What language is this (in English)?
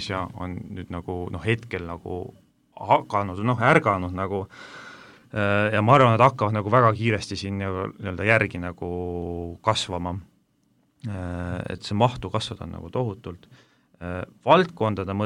Estonian